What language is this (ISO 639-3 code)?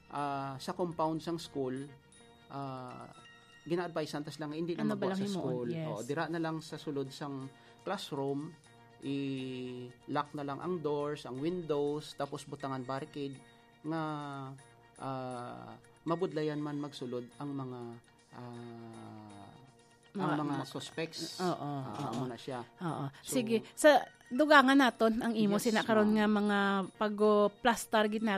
hil